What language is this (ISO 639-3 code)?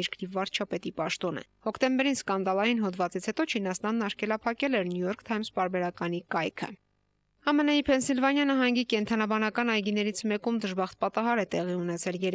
hye